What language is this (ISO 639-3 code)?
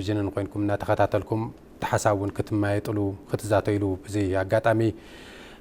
tir